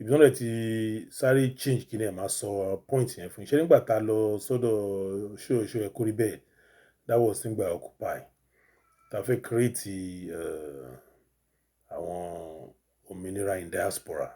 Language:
Yoruba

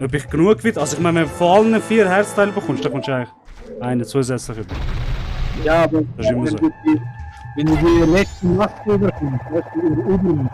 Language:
Swiss German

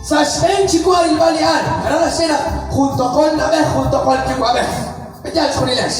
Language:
Kekchí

